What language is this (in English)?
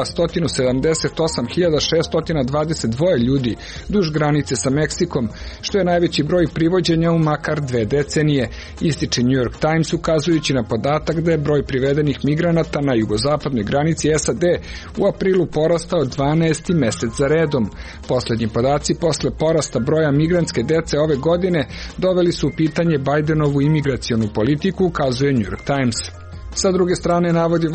Serbian